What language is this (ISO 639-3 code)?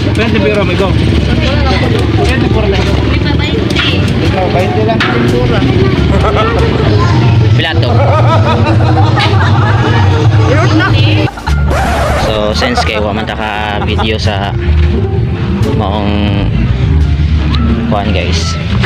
ceb